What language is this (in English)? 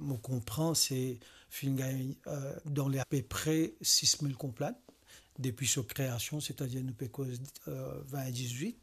Morisyen